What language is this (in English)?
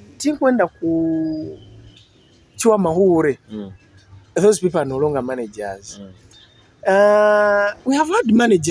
Nyoro